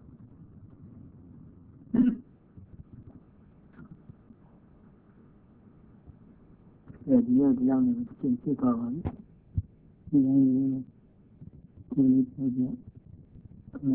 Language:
Burmese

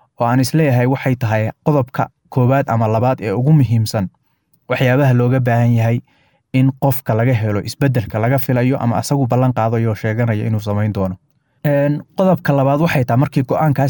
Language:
Somali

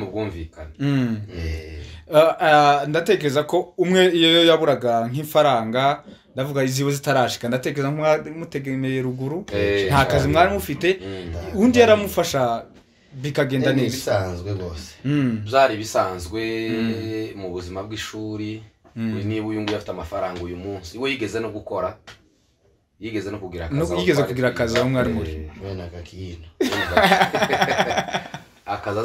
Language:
Kinyarwanda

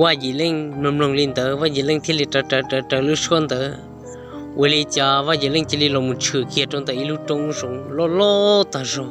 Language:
Hmong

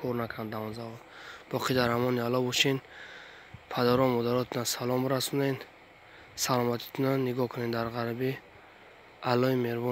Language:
Tajik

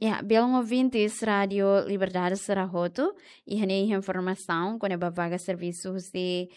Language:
Tetum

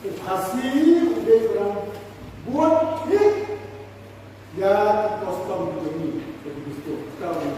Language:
Khasi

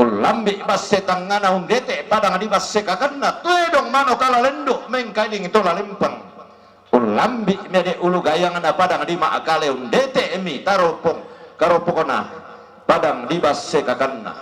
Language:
Toraja-Sa'dan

